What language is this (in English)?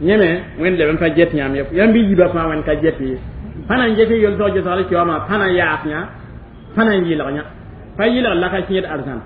Mossi